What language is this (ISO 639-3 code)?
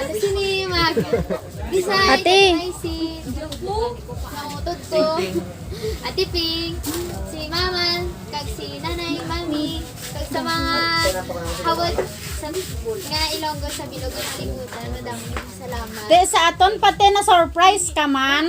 hil